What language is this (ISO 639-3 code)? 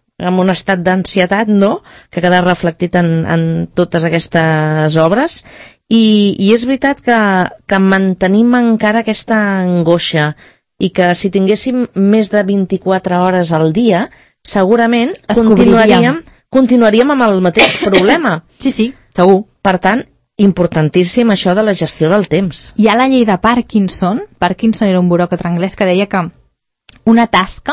cat